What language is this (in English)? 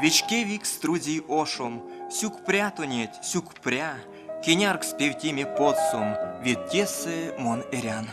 Erzya